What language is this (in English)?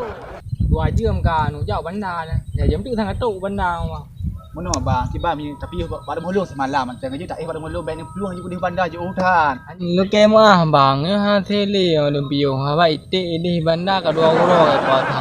Achinese